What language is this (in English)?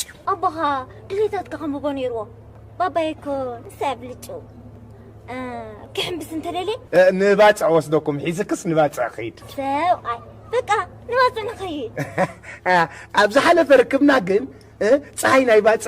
Tigrinya